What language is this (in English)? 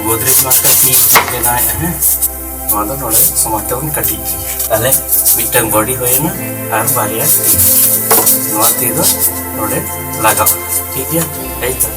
Santali